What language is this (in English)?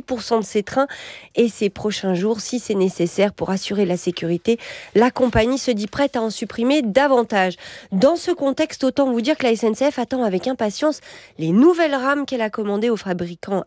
French